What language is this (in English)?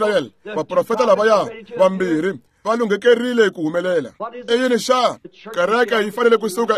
Tsonga